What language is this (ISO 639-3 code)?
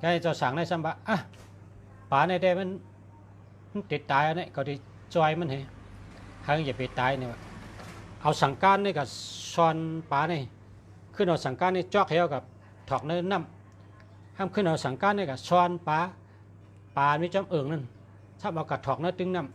shn